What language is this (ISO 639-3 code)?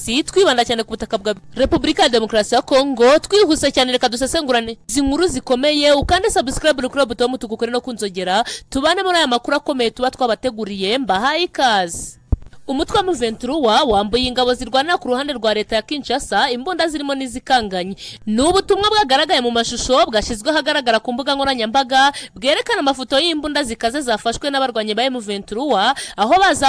kin